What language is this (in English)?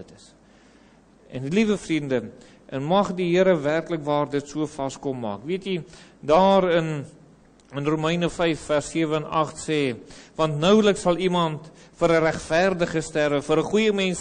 Afrikaans